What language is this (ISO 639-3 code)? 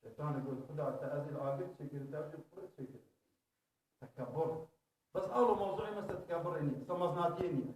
kur